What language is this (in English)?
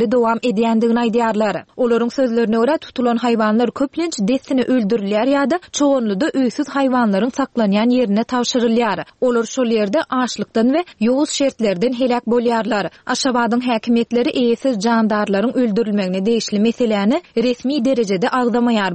Turkmen